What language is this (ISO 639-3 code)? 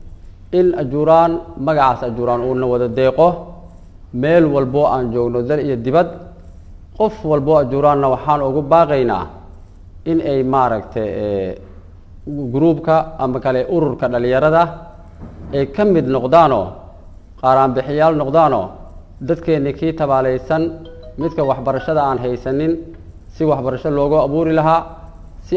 som